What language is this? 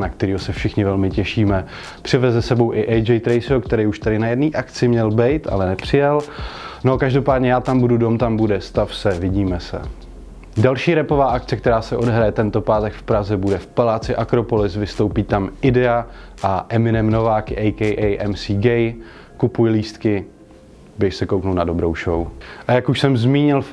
Czech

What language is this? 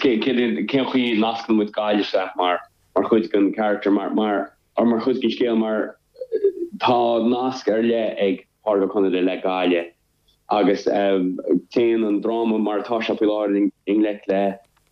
Irish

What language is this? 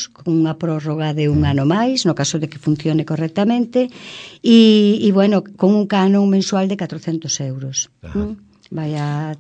Galician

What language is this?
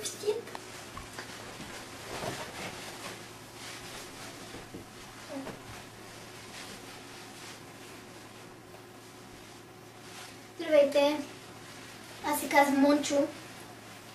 Bulgarian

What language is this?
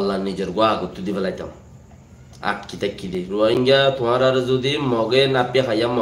Rohingya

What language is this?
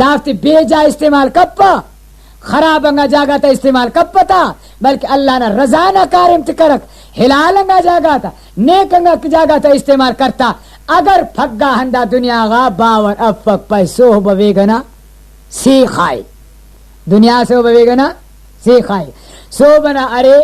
Brahui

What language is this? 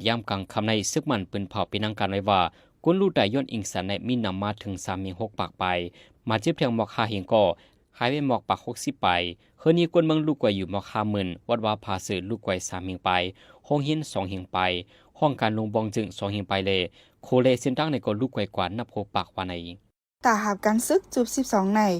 Shan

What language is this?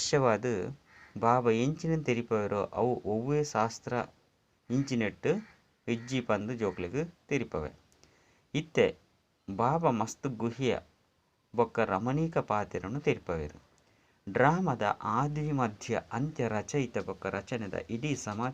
Tulu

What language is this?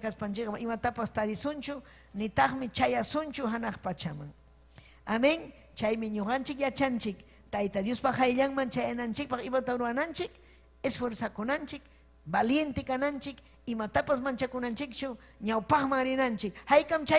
Ayacucho Quechua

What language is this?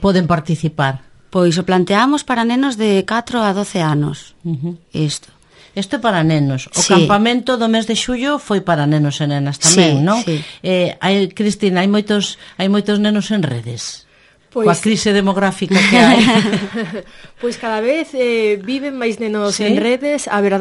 Galician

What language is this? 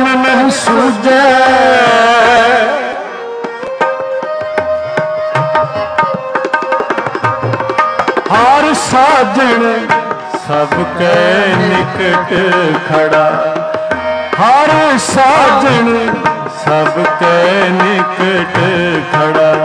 Hindi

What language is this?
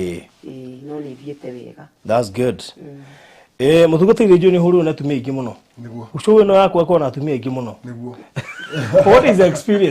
Kikuyu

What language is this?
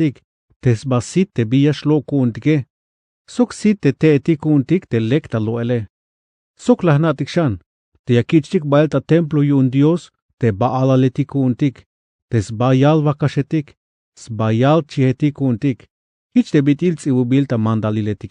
Tzeltal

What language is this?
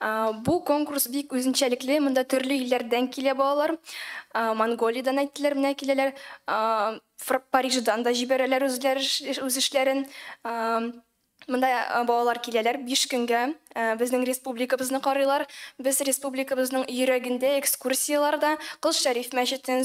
Tatar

